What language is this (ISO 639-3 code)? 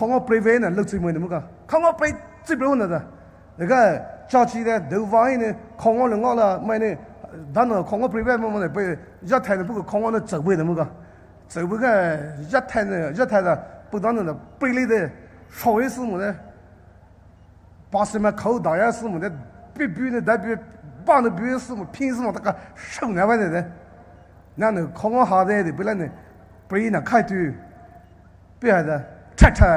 pmx